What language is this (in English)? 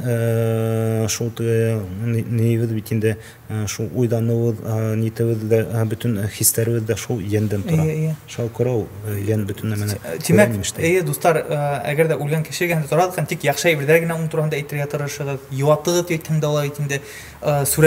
Bashkir